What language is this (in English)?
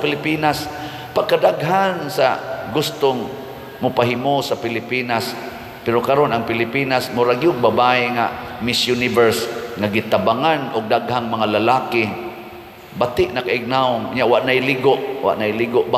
Cebuano